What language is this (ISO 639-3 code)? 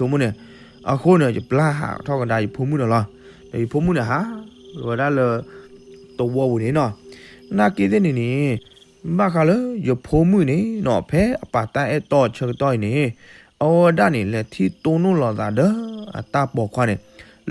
ksw